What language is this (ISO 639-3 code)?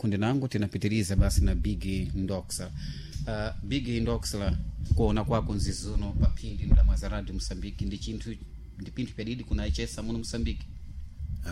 seh